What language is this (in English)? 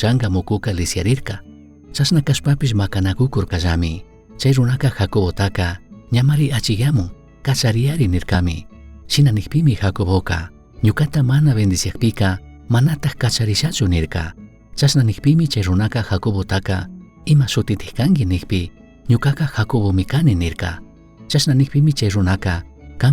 Chimborazo Highland Quichua